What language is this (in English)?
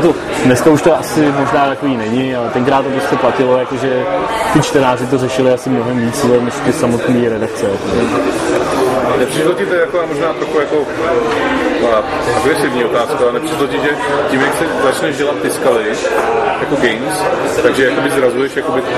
Czech